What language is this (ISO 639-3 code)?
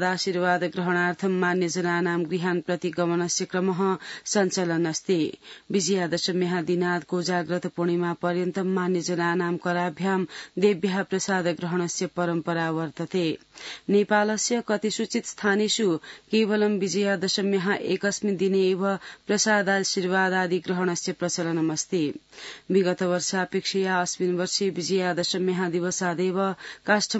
san